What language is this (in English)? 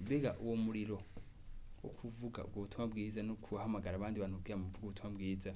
Rundi